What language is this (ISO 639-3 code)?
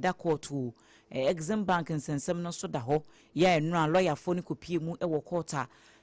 aka